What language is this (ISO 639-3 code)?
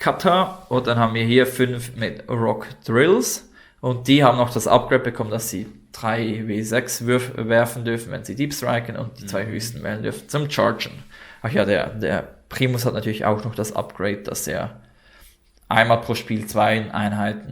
gsw